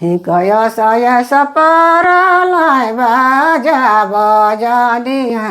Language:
Sadri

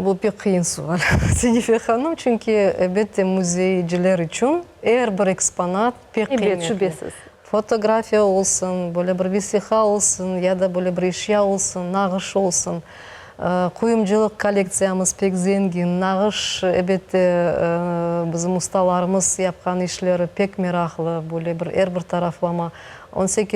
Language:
Crimean Tatar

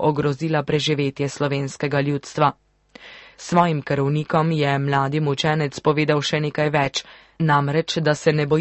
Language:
Slovenian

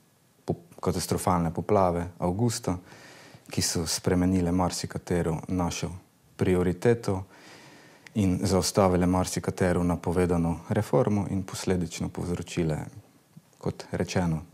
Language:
Slovenian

